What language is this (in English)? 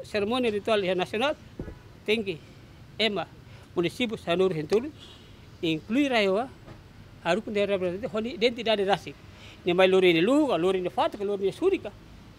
Tetum